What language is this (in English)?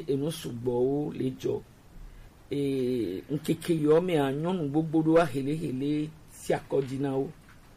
Gen